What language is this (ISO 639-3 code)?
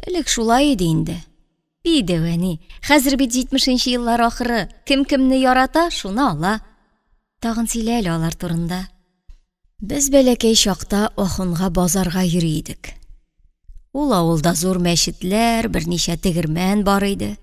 tat